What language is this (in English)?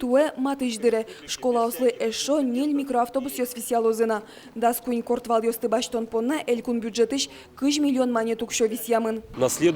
Udmurt